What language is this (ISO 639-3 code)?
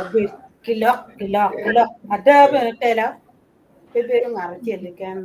ach